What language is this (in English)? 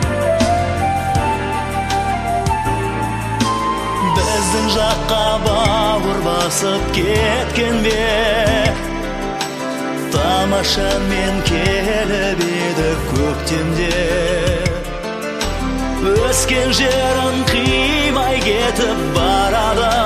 Kazakh